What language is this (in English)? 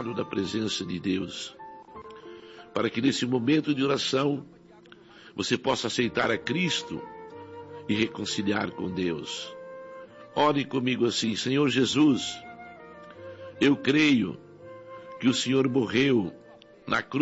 Portuguese